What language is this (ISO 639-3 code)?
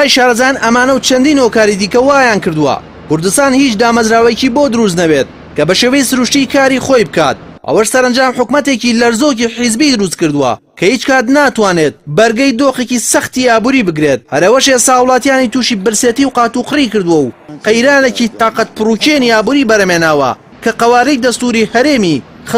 ckb